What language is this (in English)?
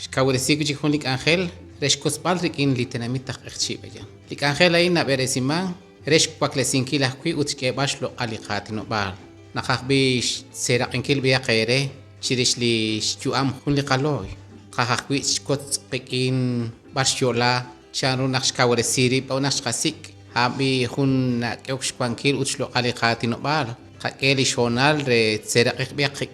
Kekchí